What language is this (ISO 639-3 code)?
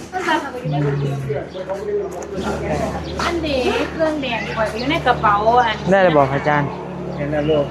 lao